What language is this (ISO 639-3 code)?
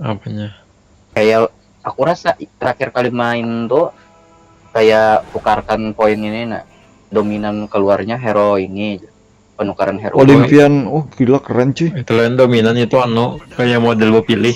bjn